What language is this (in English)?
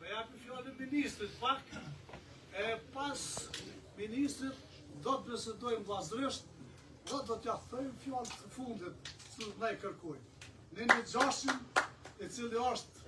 Albanian